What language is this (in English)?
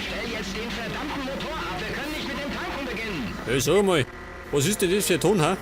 Bavarian